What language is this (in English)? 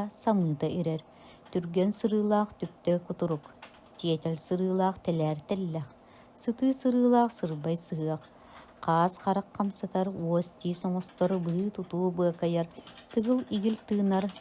Yakut